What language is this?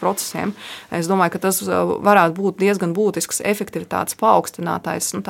Latvian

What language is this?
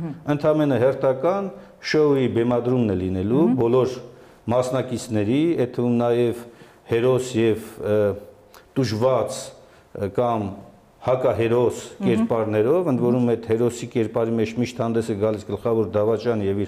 Armenian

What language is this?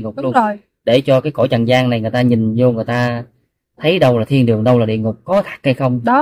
Vietnamese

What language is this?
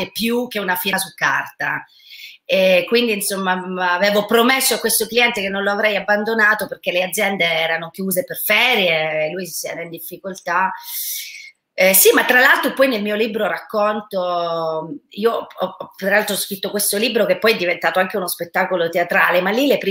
Italian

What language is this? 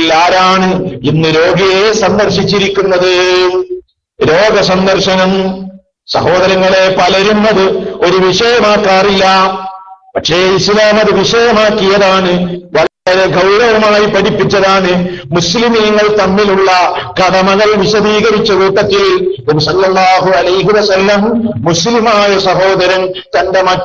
Malayalam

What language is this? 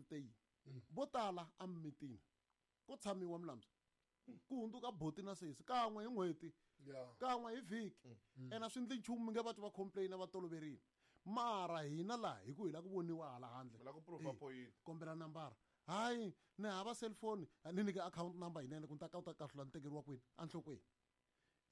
Tsonga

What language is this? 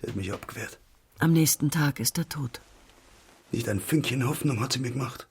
Swiss German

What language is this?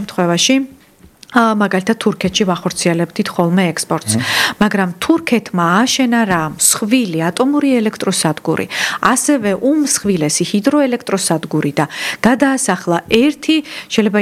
Georgian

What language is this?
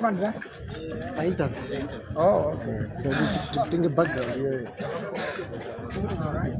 Nyanja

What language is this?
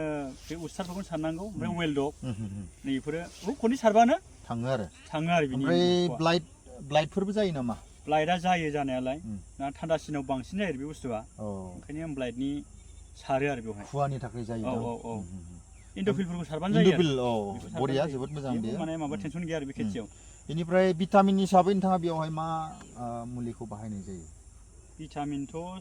Bodo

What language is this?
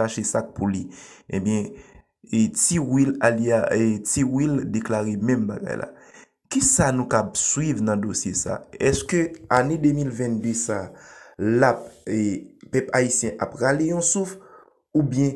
Haitian Creole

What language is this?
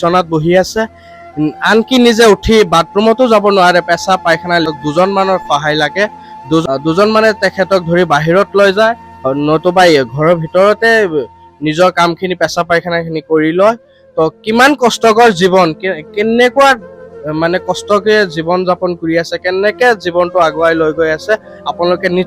Assamese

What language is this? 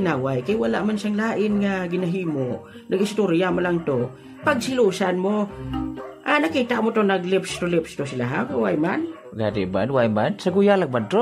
Hiligaynon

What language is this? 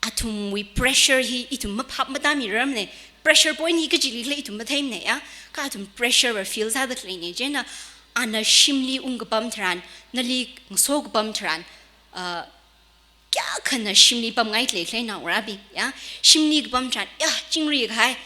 Tangkhul Naga (India)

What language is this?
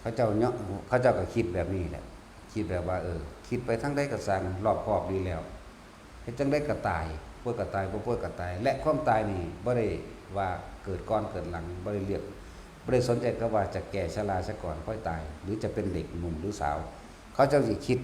Northeastern Thai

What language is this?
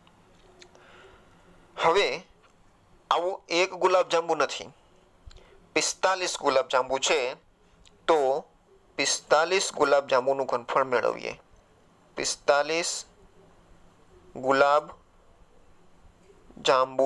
Gujarati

